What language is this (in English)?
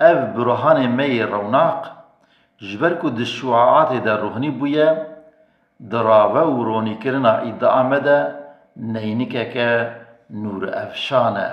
Kurdish